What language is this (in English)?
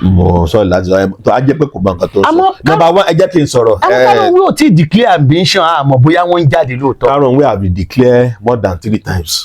Yoruba